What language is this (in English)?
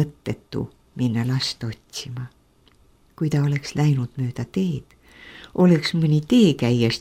Estonian